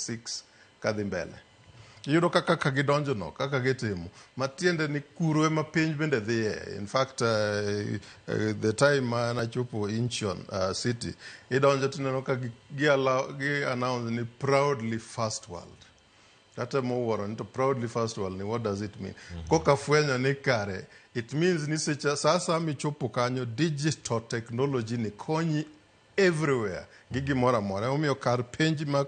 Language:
Luo (Kenya and Tanzania)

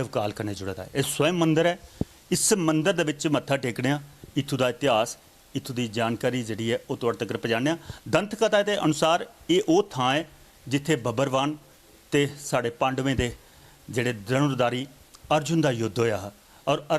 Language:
Dogri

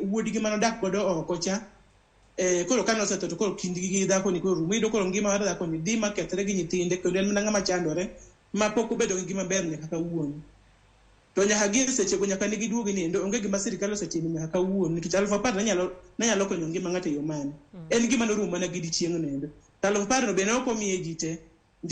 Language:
Luo (Kenya and Tanzania)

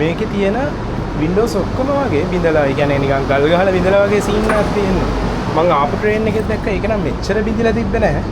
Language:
Sinhala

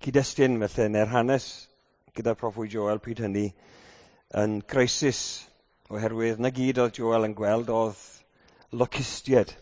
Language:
Welsh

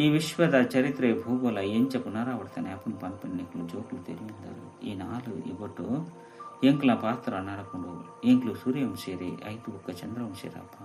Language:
Tulu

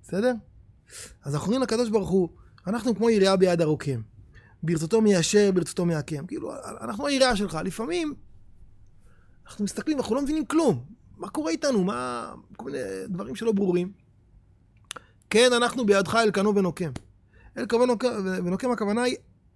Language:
Hebrew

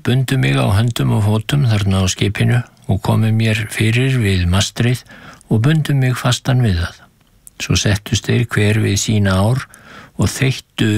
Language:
Icelandic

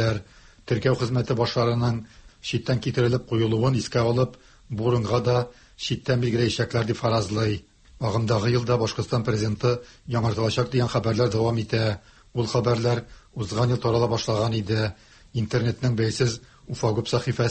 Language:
Tatar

